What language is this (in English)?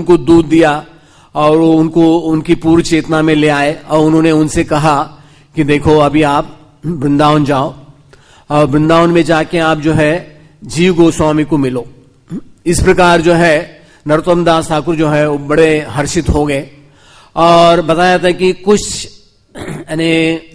Hindi